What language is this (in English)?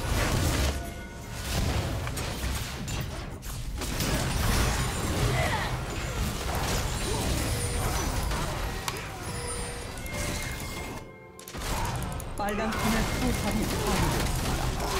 Korean